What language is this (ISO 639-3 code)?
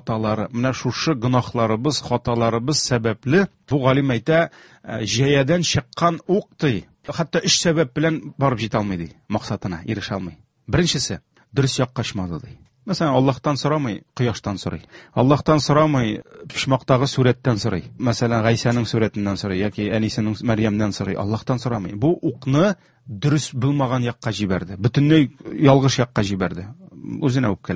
tat